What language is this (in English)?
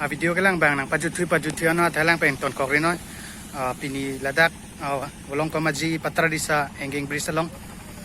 Karbi